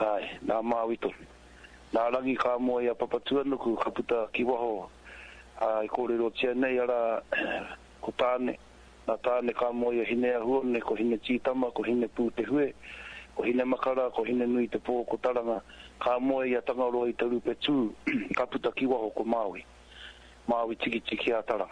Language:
Māori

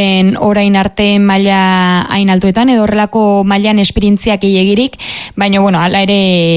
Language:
Basque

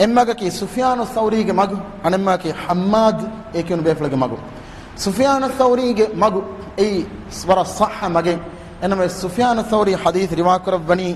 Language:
Divehi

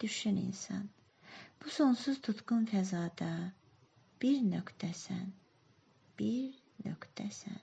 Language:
Azerbaijani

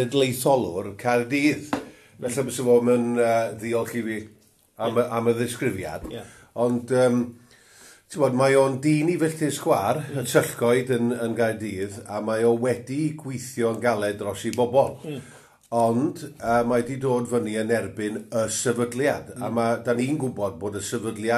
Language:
Welsh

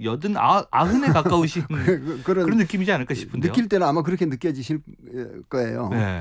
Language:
Korean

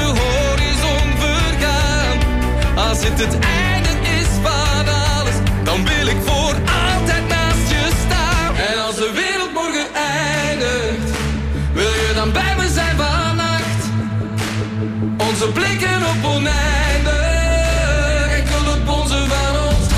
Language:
Dutch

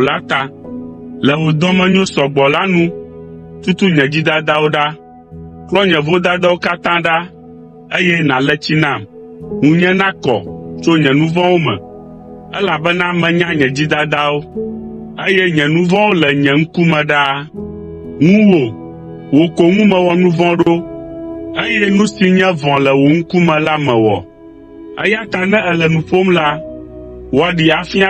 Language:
Ewe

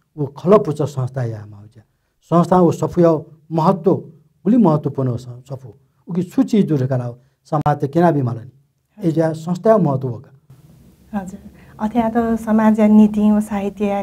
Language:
Newari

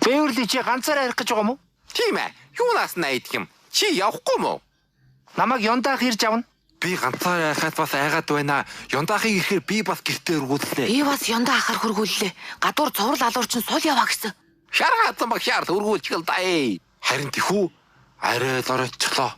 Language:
Mongolian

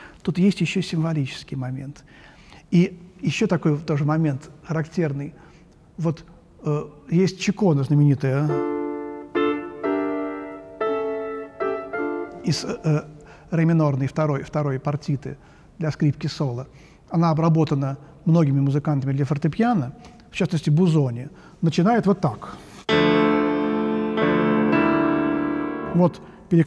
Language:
Russian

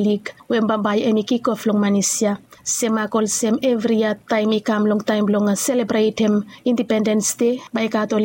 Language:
Bislama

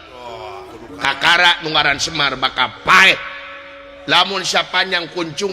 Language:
Sundanese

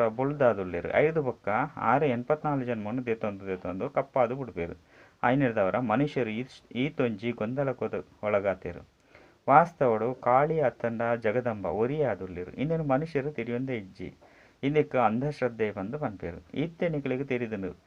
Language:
Tulu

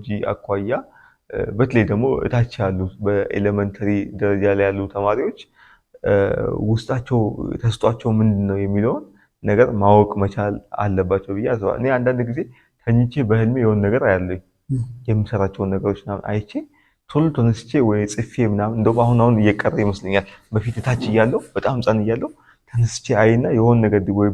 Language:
Amharic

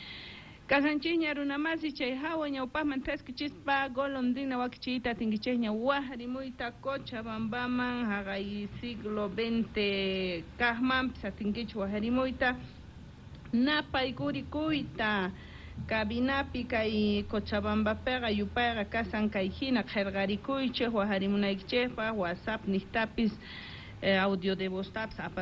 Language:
Quechua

